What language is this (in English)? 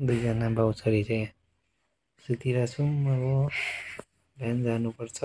Nepali